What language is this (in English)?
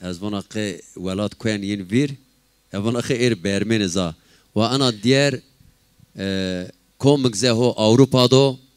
Zaza